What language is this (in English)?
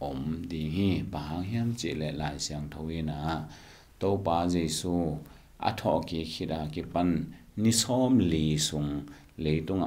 Tedim Chin